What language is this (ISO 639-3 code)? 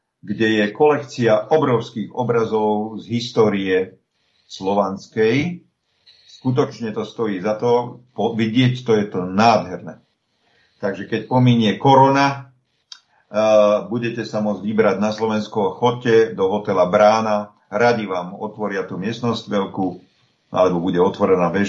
slk